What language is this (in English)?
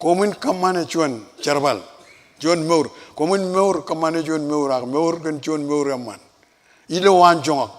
Marshallese